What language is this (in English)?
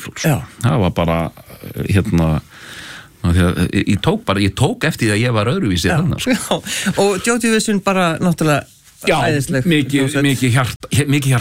Icelandic